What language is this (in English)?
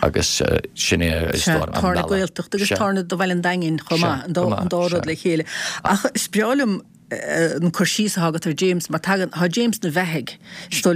Irish